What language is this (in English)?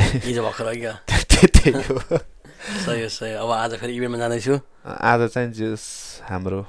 Nepali